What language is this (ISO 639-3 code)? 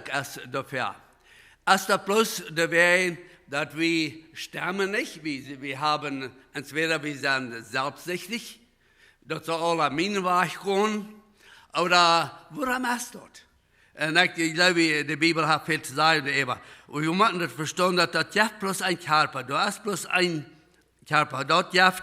pdt